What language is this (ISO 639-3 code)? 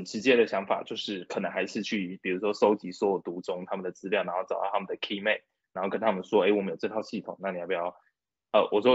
zho